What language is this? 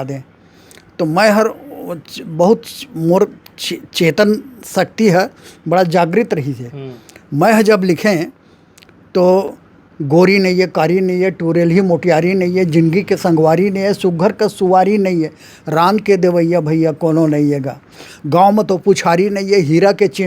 Chhattisgarhi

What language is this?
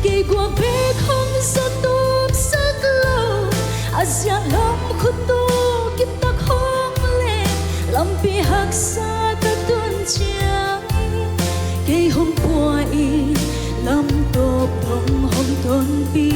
Paite Chin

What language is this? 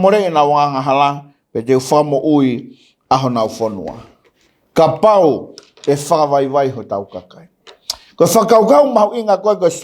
Tongan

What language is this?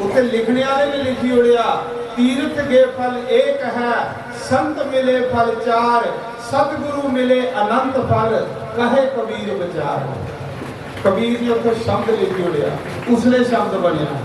Dogri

